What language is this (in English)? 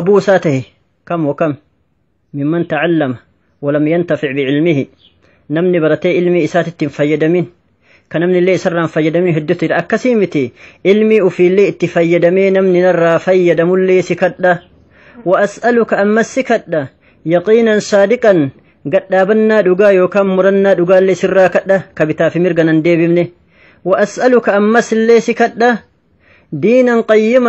Oromo